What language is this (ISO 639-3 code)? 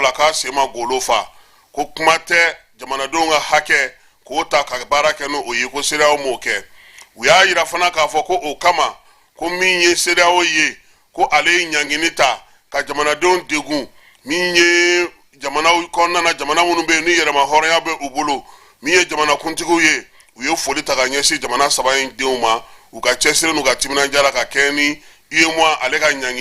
bam